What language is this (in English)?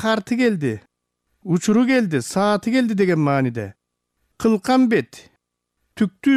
Kyrgyz